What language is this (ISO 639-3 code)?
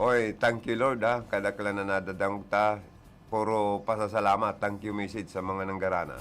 bik